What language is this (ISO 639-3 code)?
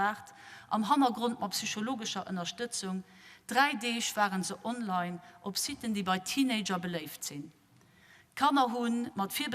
ltz